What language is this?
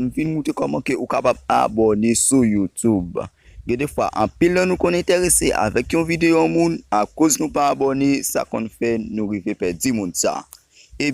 Haitian Creole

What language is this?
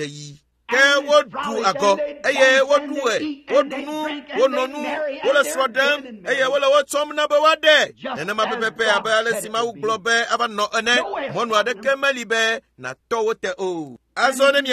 Ewe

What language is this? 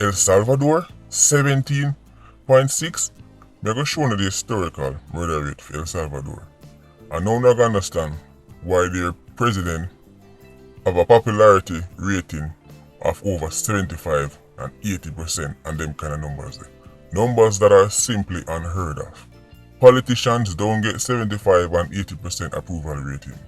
Jamaican Creole English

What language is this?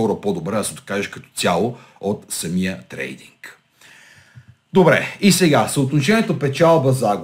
Bulgarian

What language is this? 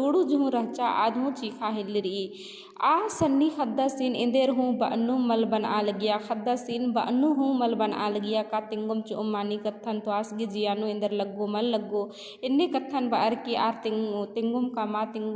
Kurukh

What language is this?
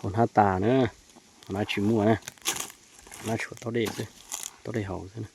Hmong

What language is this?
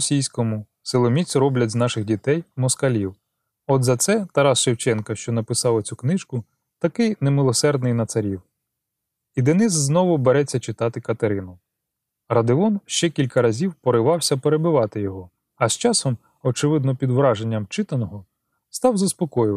Ukrainian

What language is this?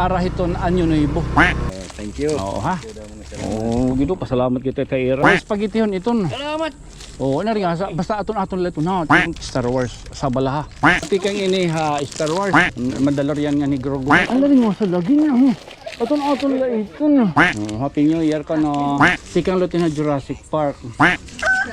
Waray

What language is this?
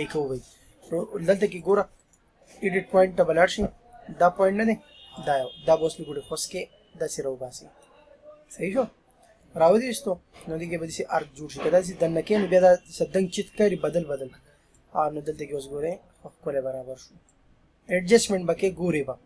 Pashto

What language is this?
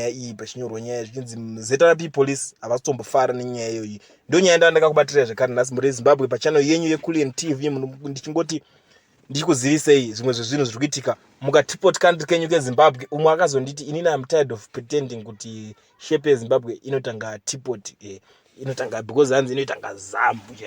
Shona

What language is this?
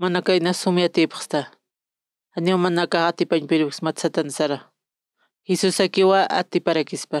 Aymara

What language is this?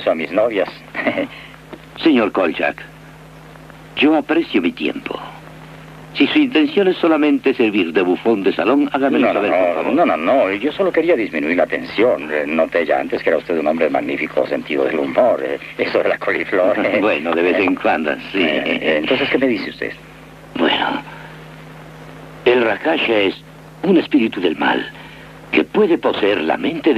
Spanish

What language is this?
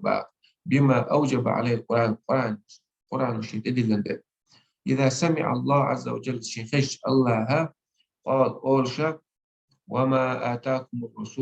Chechen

